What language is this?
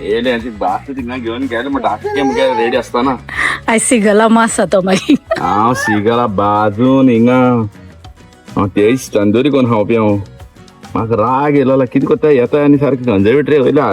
Konkani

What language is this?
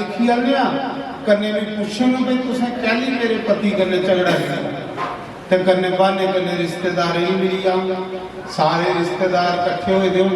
Dogri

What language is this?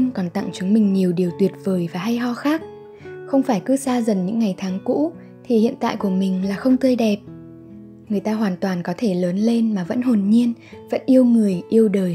Vietnamese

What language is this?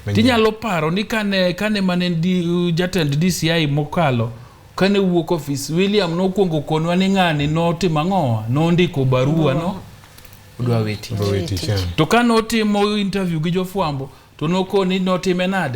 Luo (Kenya and Tanzania)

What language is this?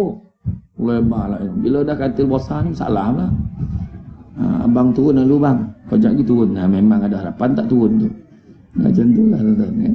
Malay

